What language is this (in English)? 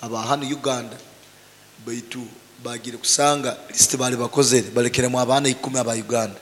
Nyoro